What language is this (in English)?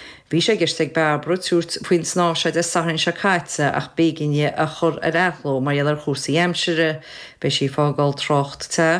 Irish